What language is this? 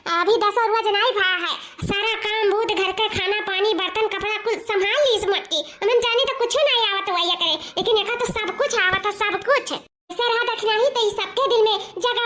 Awadhi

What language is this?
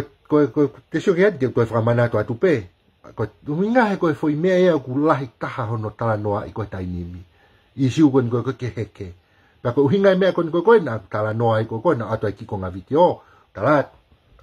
Tongan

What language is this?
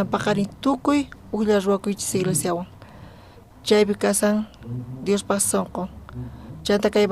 South Bolivian Quechua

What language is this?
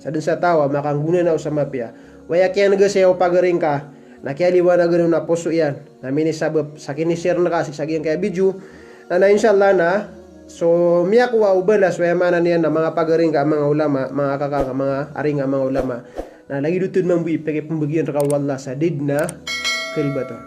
Maranao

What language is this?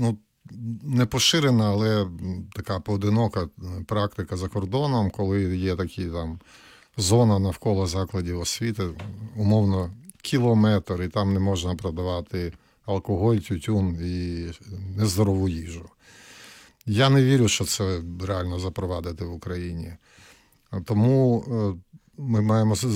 Ukrainian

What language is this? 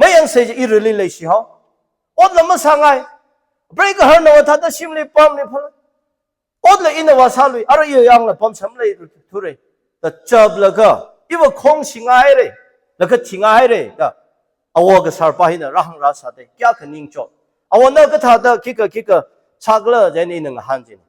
Tangkhul Naga (India)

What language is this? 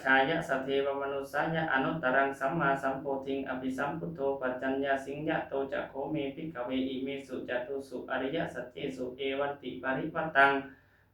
Pali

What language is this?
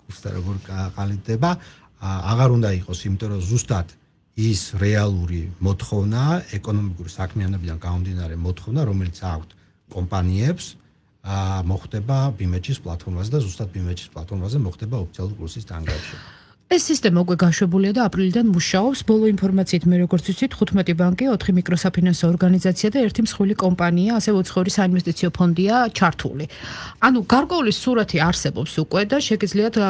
Georgian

